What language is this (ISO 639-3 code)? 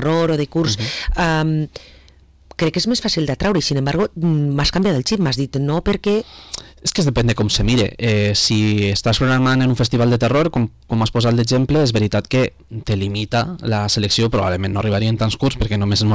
cat